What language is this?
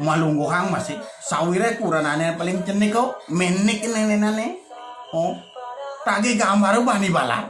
Balinese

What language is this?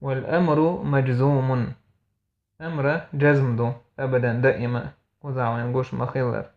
Chechen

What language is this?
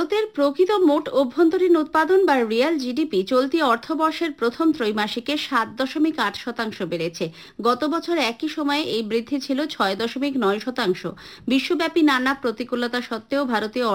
Bangla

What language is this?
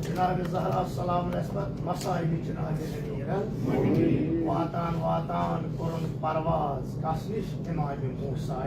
Kashmiri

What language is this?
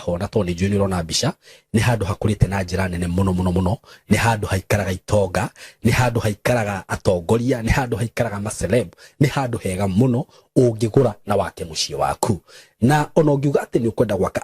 Kikuyu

